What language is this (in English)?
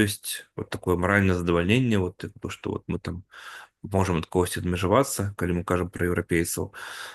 Belarusian